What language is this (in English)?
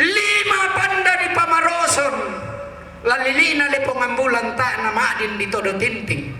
Toraja-Sa'dan